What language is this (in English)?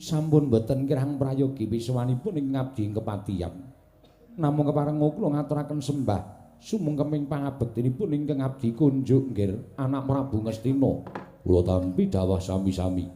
Javanese